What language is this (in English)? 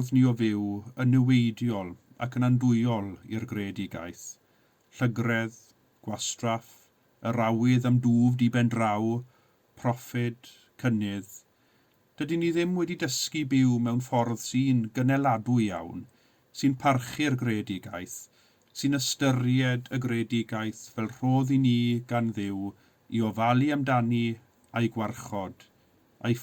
Welsh